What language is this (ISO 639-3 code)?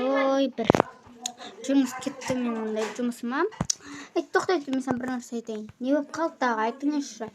kaz